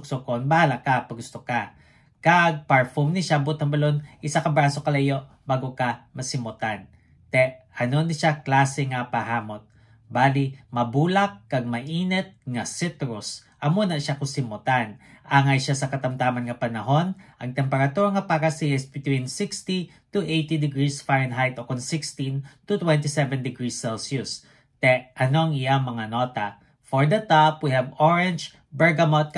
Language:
Hiligaynon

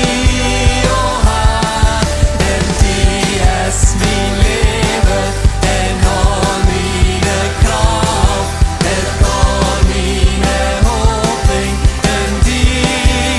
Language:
Plautdietsch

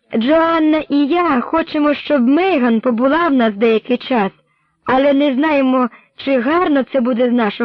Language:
Ukrainian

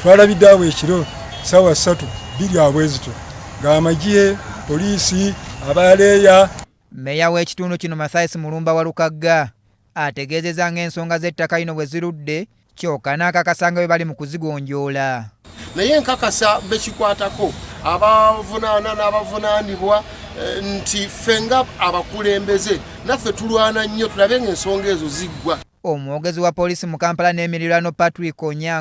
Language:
Ganda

